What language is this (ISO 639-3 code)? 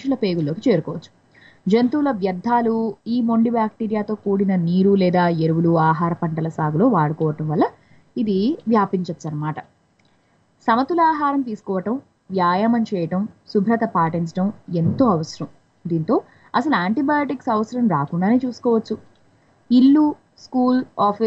tel